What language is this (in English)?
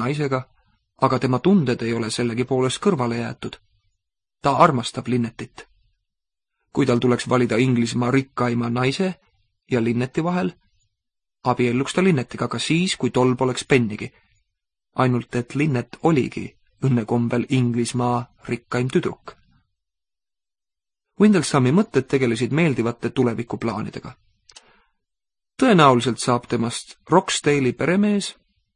Estonian